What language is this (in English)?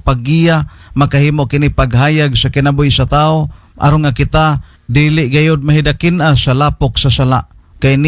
Cebuano